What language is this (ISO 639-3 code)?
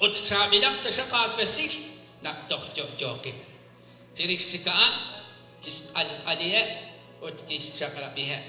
kek